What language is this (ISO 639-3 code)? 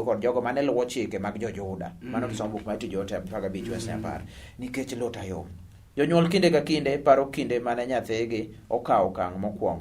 luo